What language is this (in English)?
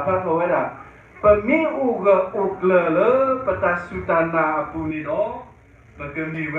S'gaw Karen